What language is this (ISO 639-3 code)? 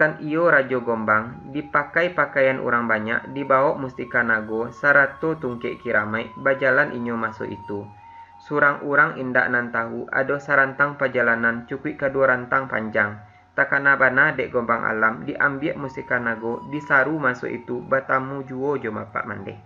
min